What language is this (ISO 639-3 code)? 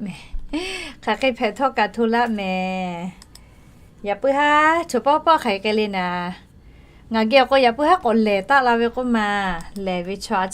lhu